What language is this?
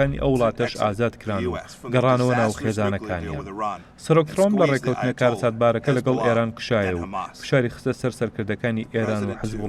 Central Kurdish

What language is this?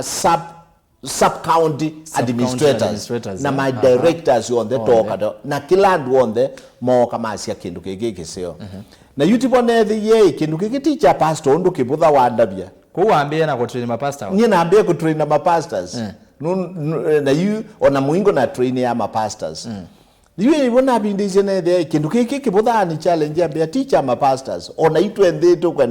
Kamba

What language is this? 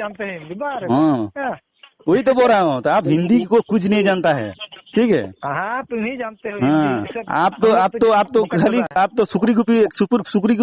Santali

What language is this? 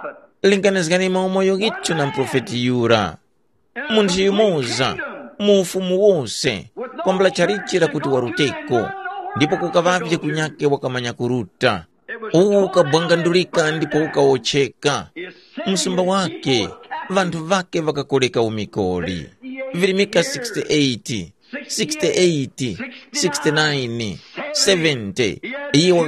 Tumbuka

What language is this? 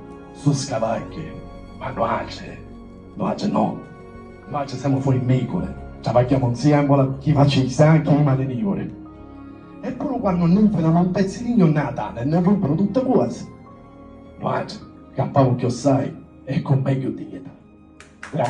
Sicilian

